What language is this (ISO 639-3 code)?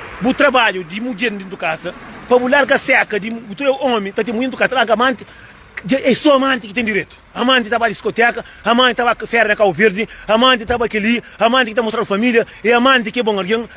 kea